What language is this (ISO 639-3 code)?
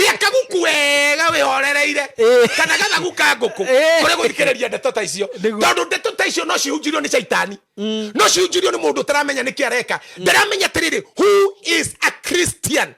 kik